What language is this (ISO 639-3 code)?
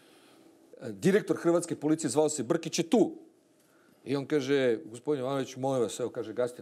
srp